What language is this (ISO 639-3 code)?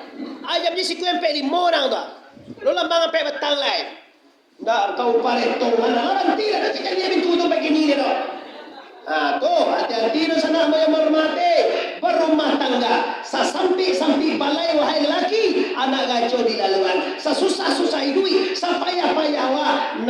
min